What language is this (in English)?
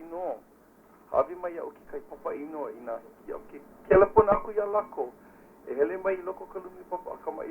Hawaiian